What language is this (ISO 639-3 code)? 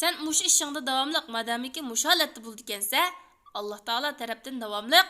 uig